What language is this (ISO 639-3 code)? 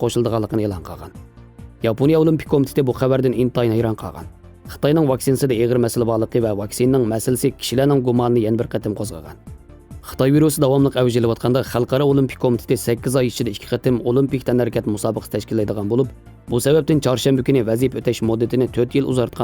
uig